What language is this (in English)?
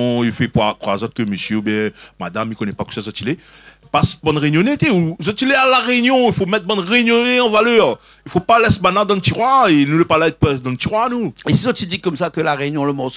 Réunion Creole French